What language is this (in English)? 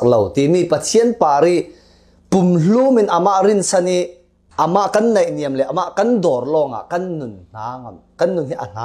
Falam Chin